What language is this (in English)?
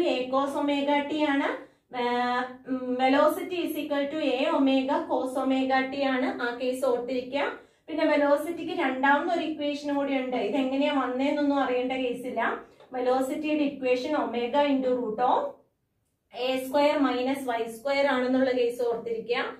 Malayalam